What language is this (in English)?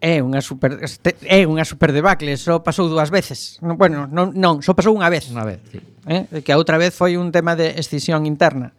Galician